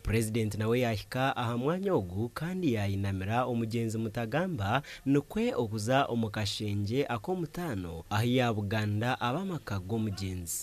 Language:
Nyankole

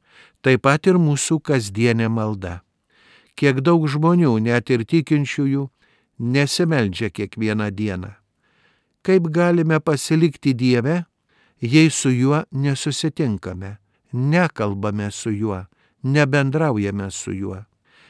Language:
Lithuanian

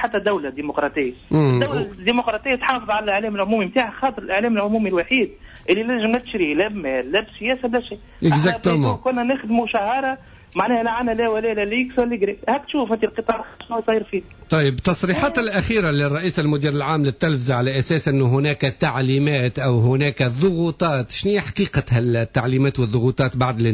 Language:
Tunisian Arabic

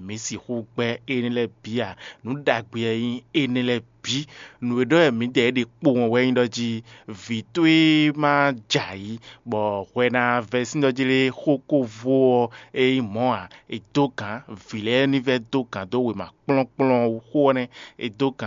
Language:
Fon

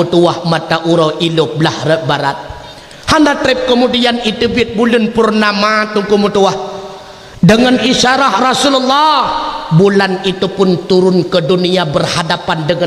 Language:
Achinese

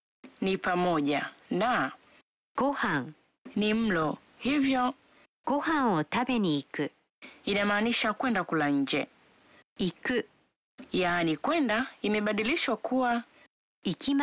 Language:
Swahili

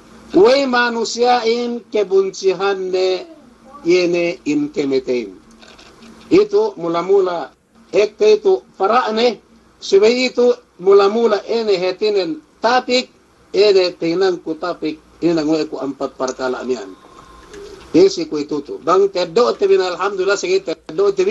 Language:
Yakan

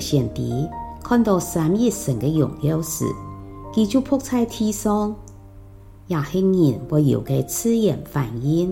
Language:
Hakka Chinese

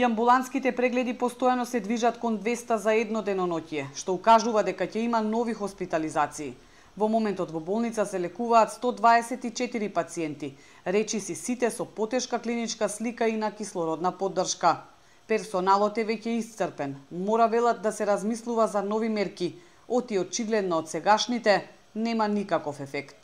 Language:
Macedonian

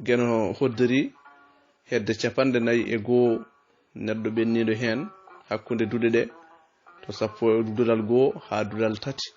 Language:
Fula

